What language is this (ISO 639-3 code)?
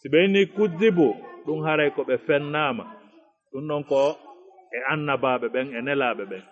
ful